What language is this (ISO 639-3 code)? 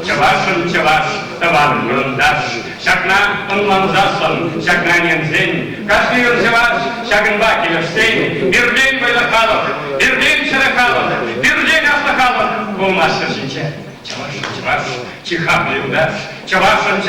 chv